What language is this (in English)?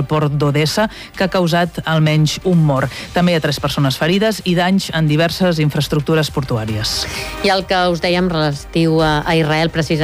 Catalan